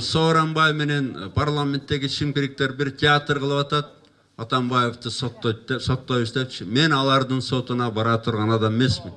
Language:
Kyrgyz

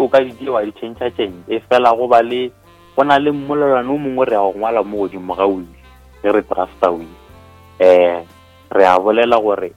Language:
Northern Sotho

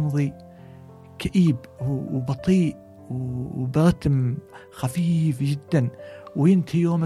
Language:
Gulf Arabic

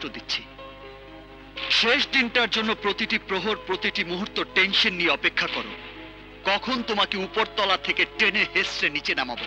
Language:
Bangla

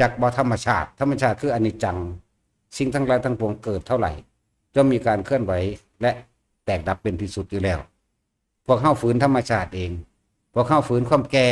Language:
Northeastern Thai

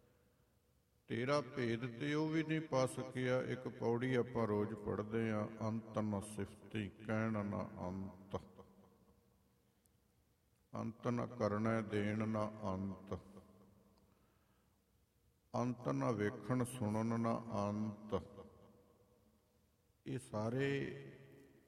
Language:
Punjabi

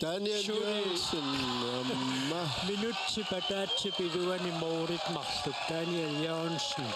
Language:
Kalaallisut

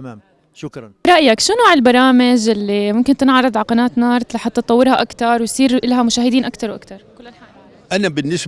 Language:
North Levantine Arabic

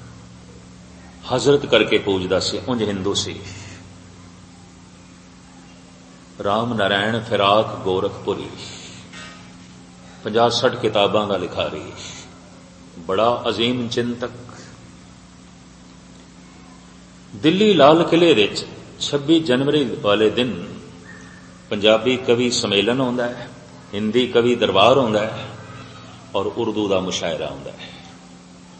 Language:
Punjabi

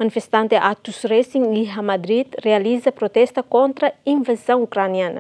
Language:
Tetum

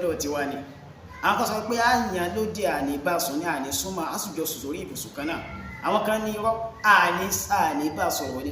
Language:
Yoruba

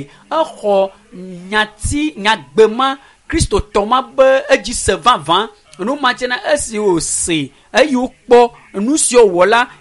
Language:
Ewe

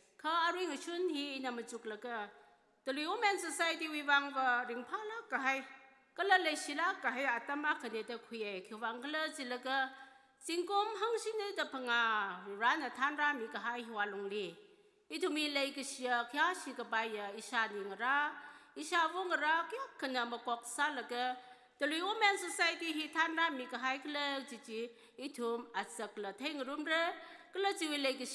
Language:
Tangkhul Naga (India)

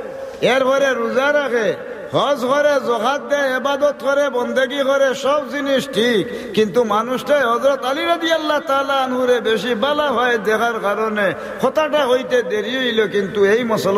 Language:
Sylheti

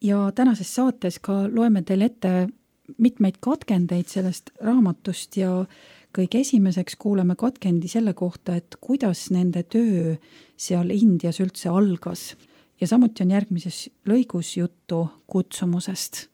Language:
Estonian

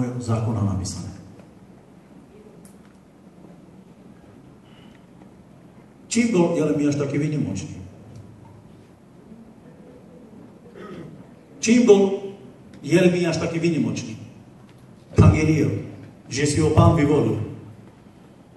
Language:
Slovak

